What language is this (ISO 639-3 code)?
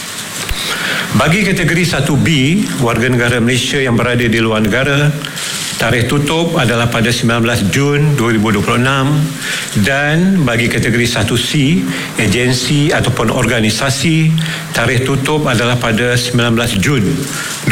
msa